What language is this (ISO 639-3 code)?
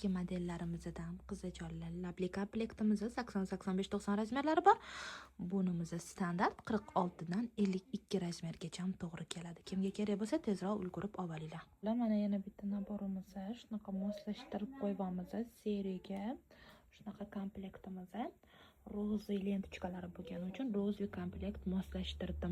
uzb